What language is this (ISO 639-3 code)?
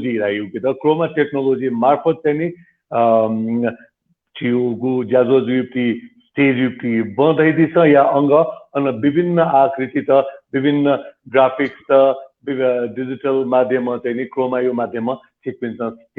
new